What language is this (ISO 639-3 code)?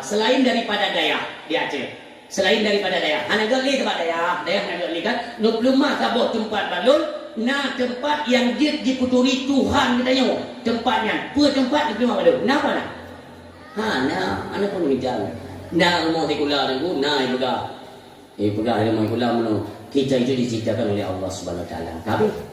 ace